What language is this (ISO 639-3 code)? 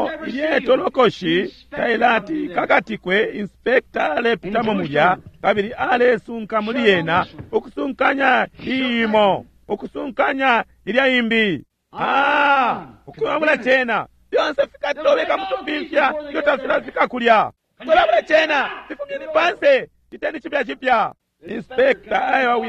bem